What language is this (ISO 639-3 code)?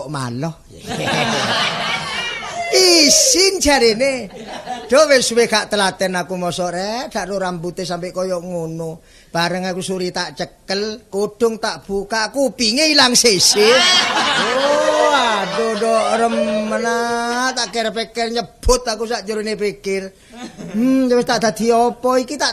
jav